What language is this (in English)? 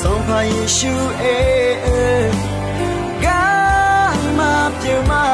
Akha